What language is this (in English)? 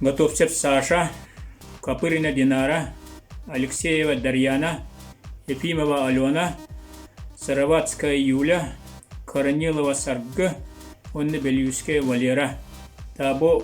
Yakut